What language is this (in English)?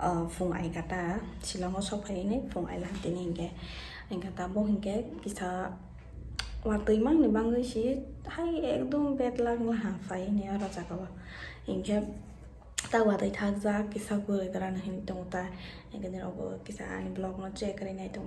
Kok Borok